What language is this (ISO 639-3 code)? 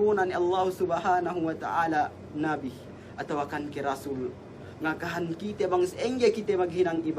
yka